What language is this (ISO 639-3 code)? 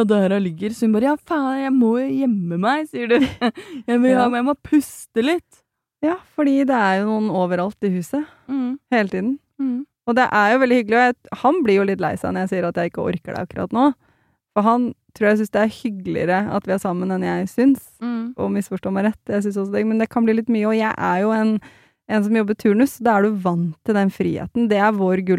nor